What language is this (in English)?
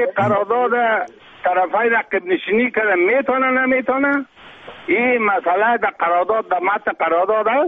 Persian